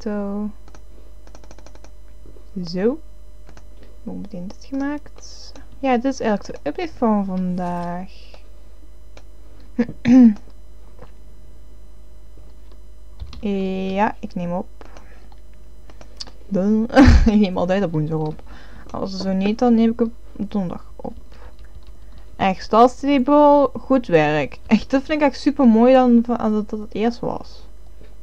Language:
Dutch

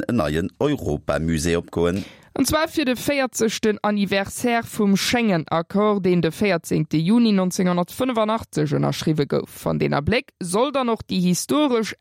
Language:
Luxembourgish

